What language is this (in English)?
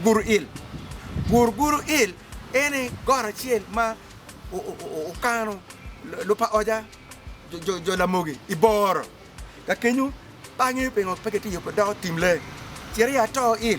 Acoli